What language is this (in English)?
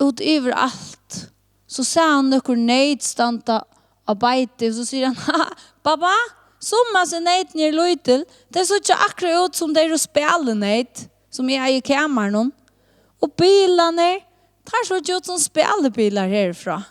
Faroese